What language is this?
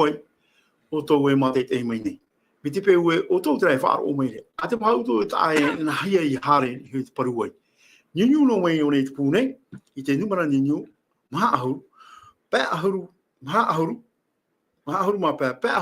Tahitian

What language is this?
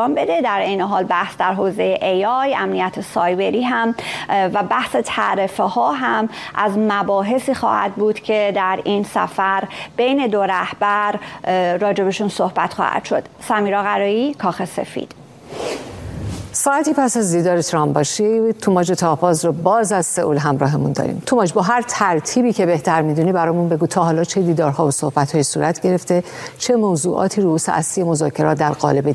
Persian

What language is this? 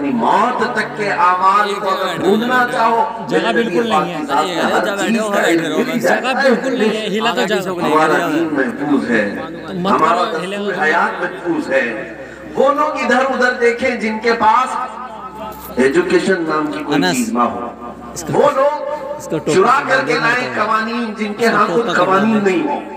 Urdu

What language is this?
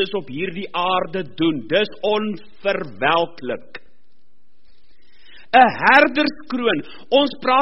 Afrikaans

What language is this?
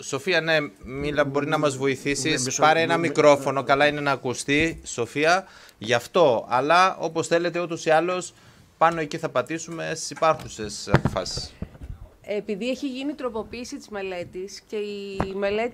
Greek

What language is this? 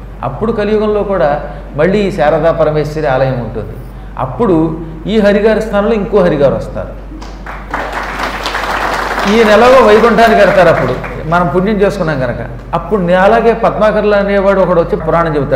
Telugu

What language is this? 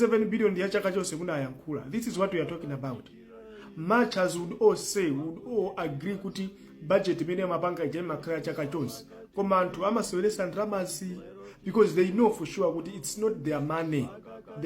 Nyanja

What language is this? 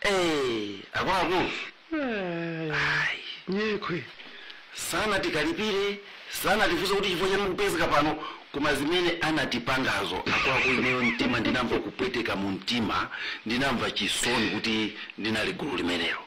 Nyanja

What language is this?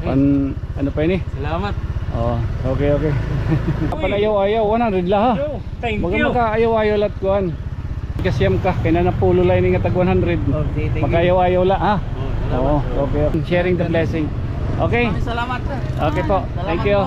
Waray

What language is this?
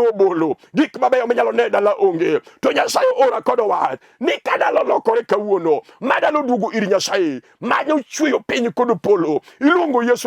Luo (Kenya and Tanzania)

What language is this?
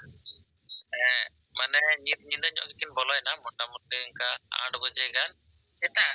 Santali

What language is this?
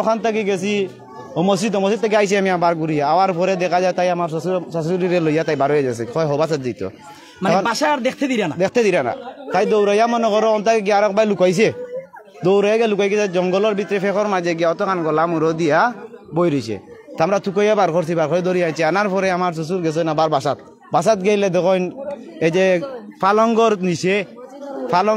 Sylheti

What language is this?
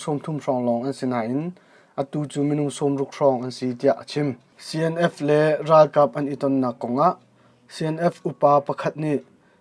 Hakha Chin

